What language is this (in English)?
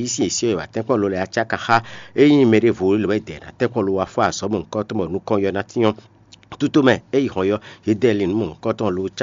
Fon